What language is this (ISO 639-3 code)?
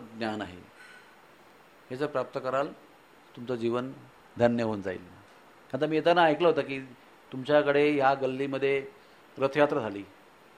mar